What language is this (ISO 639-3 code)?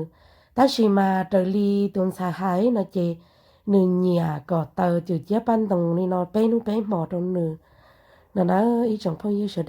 hmn